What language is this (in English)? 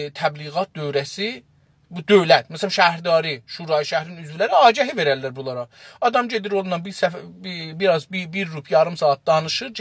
South Azerbaijani